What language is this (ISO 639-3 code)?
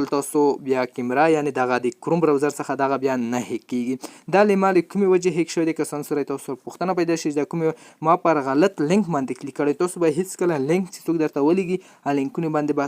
pus